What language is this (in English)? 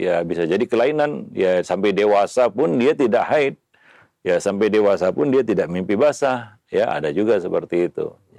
Indonesian